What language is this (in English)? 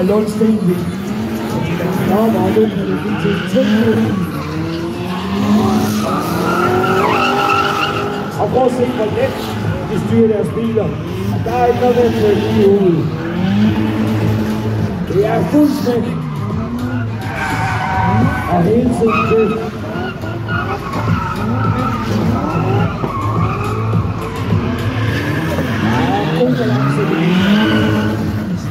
Danish